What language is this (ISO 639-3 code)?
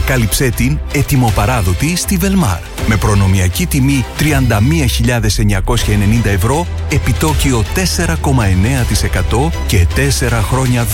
ell